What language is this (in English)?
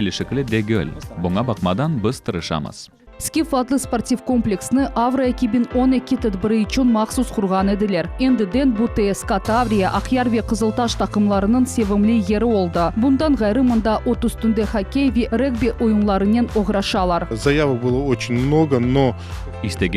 Crimean Tatar